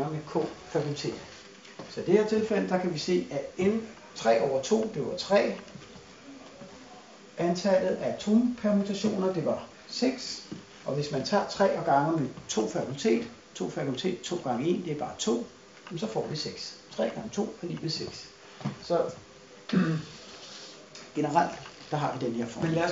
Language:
Danish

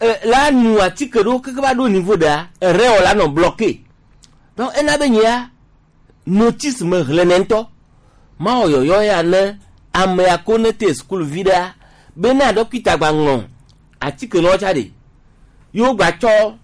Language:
Gen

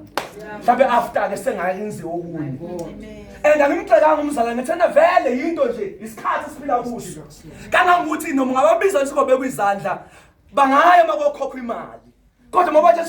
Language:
Zulu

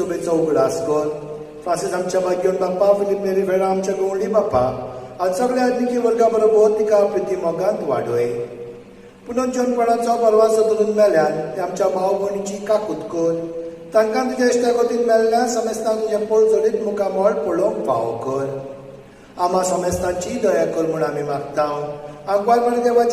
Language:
Konkani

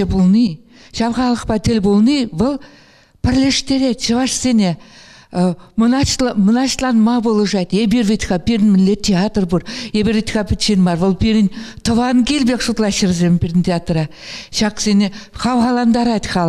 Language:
Chuvash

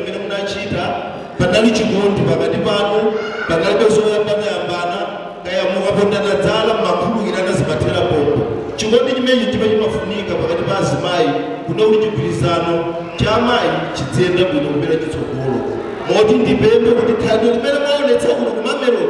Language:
Nyanja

